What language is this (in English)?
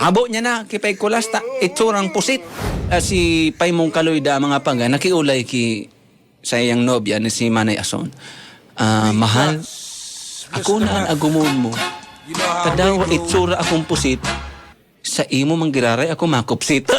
Bikol